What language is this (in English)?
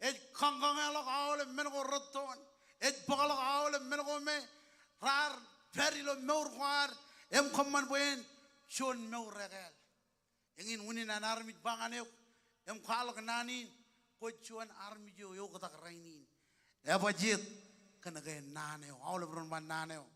Marshallese